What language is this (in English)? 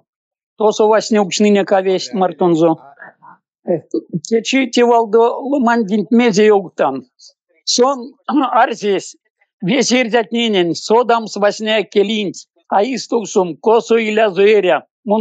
Erzya